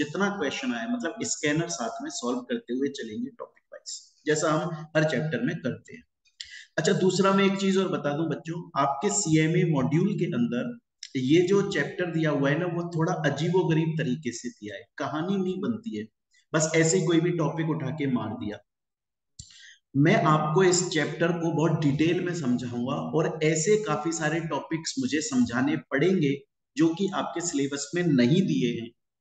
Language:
Hindi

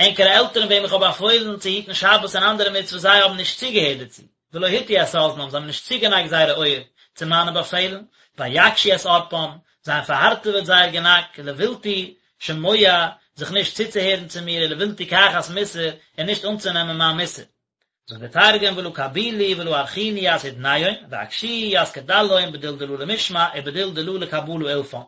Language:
Yiddish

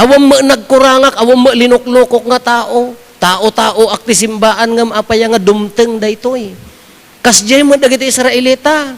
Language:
Iloko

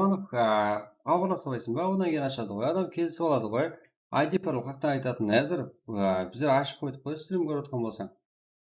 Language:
Kara-Kalpak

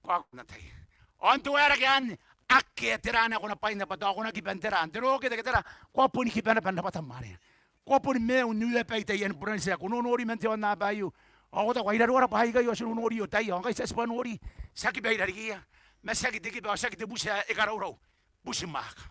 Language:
Gilbertese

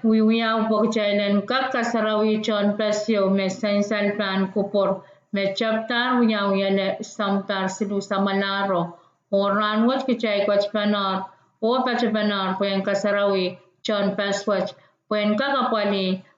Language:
Pohnpeian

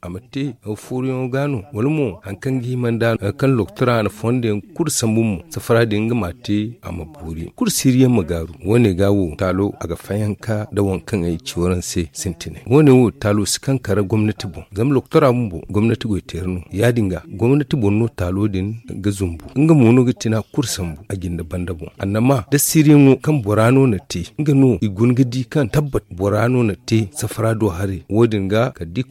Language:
Zarma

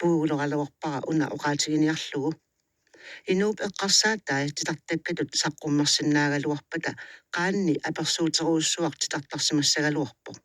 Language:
Kalaallisut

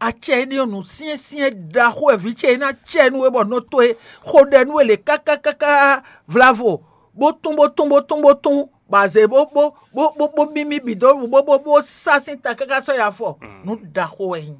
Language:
Fon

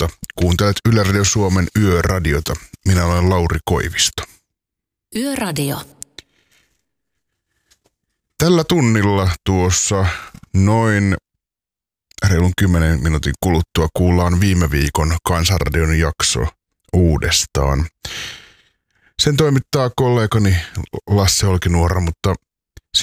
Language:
Finnish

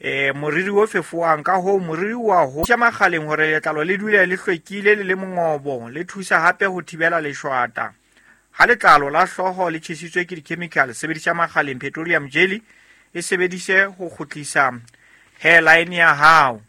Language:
Southern Sotho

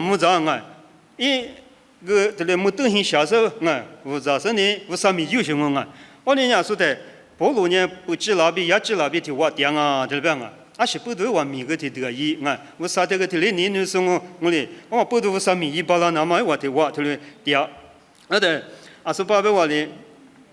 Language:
Lisu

